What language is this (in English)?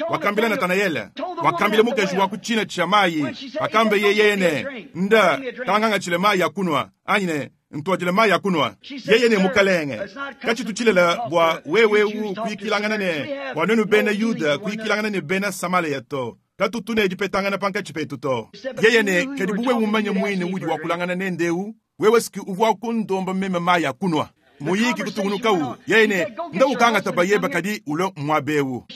Luba-Lulua